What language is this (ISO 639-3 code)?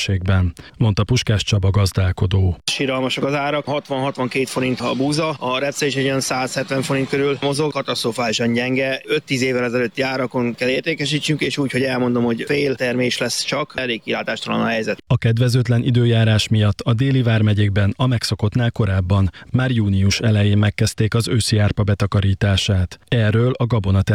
hun